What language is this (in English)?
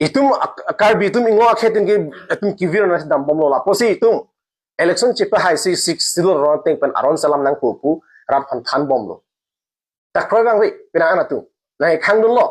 Karbi